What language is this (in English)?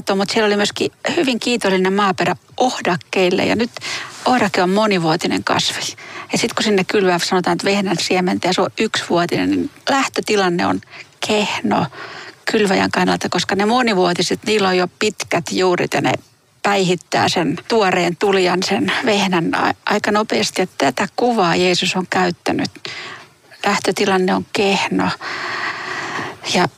Finnish